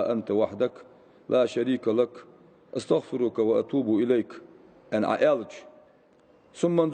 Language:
Ingush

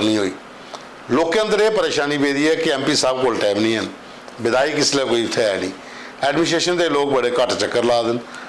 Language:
Dogri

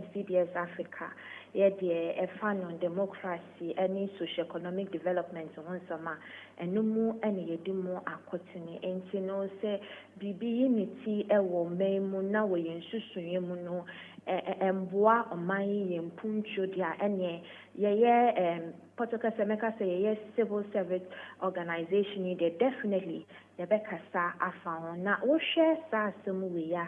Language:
Akan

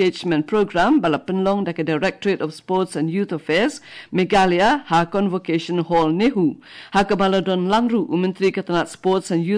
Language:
Khasi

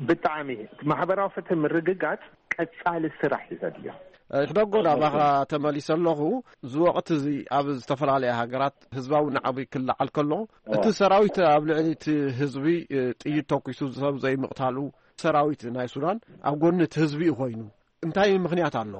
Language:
Tigrinya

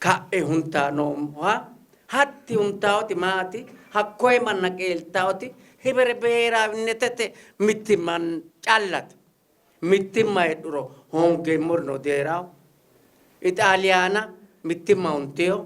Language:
Sidamo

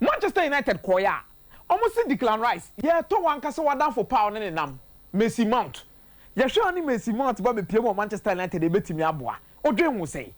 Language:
Akan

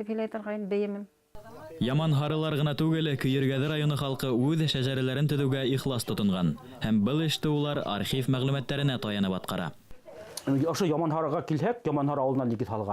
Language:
Bashkir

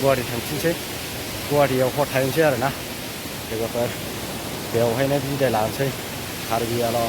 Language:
Bodo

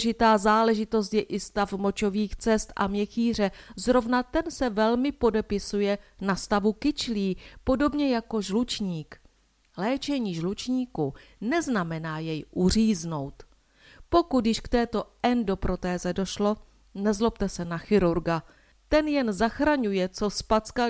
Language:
Czech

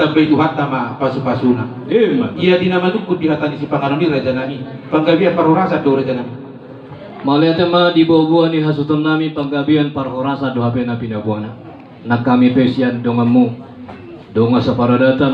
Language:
Batak Toba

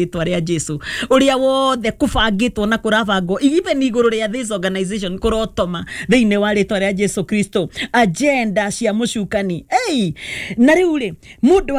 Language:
Kikuyu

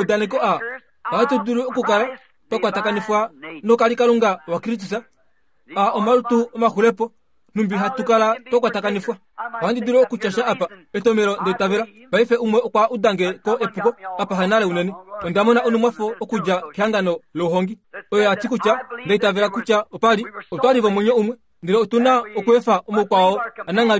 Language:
Kuanyama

